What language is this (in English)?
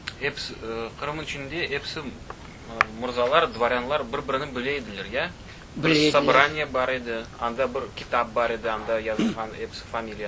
Crimean Tatar